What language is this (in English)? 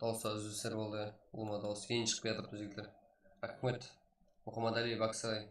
Kara-Kalpak